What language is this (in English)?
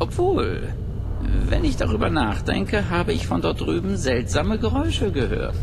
Swiss German